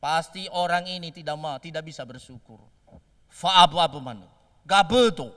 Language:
Nias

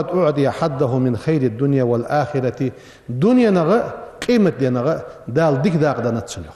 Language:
Ingush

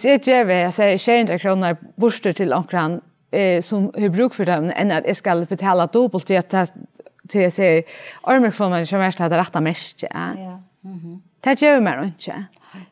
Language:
Faroese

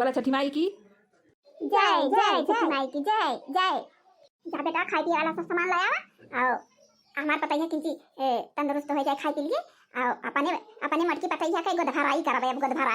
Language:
Awadhi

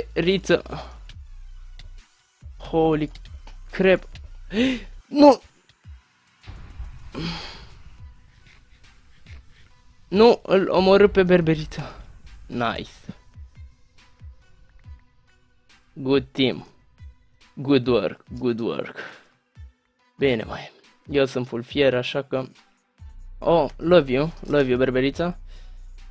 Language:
Romanian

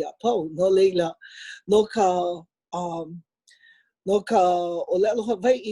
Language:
Hawaiian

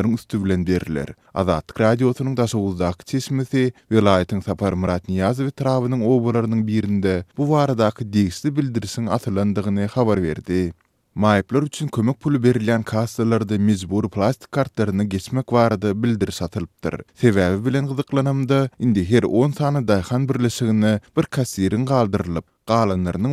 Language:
Turkmen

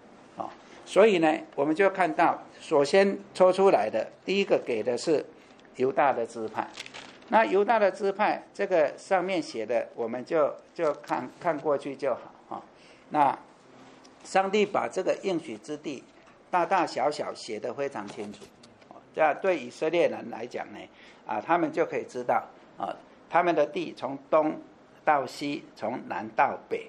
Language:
Chinese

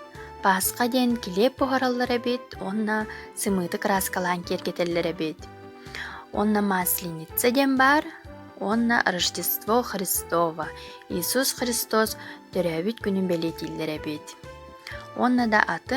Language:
Yakut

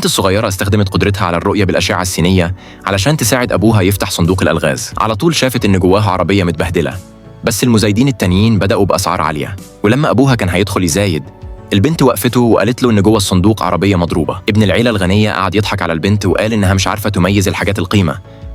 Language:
Egyptian Arabic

